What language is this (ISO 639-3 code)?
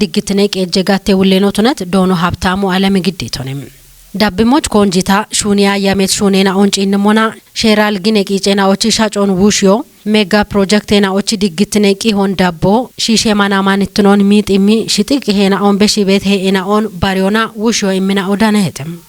kbr